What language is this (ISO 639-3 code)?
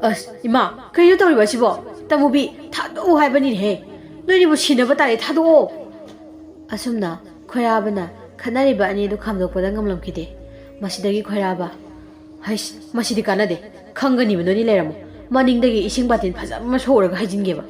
mni